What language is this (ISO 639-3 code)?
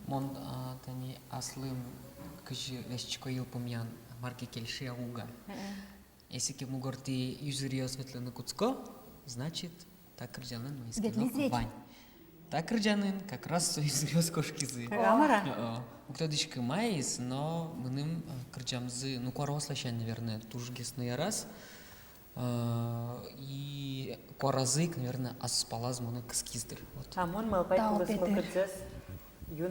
udm